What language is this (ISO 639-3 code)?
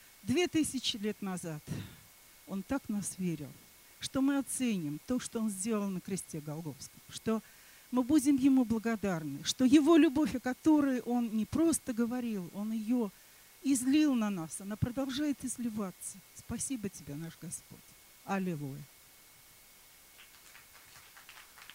rus